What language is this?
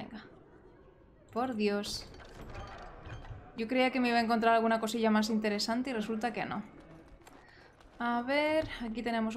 Spanish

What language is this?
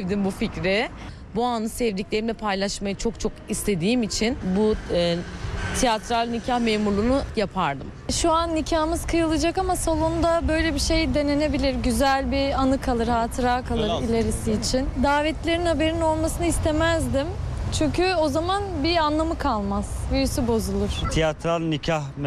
Turkish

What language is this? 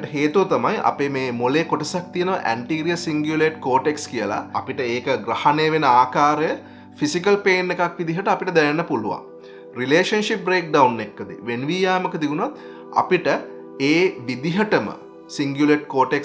Sinhala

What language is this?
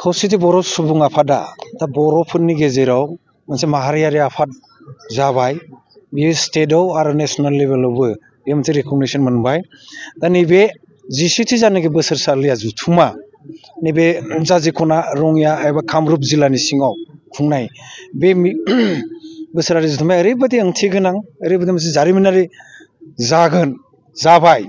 Bodo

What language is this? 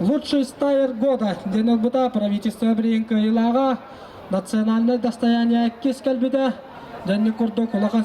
Yakut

